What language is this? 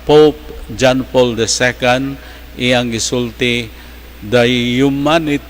Cebuano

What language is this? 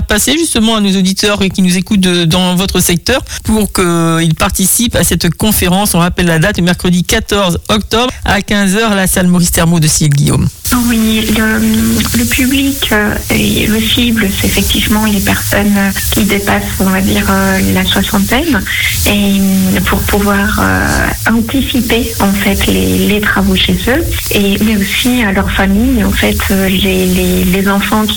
French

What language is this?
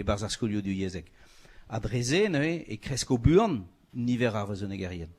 Breton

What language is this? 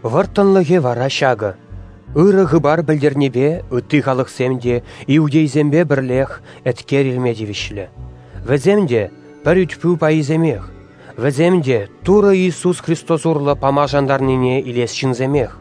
Chuvash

